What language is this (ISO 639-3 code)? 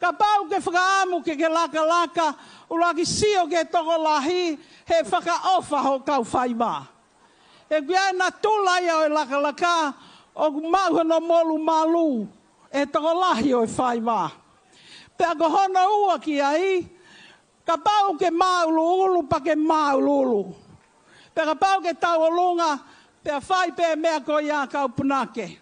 ton